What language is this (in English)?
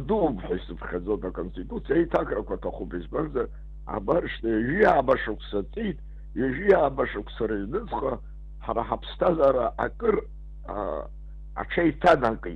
Abkhazian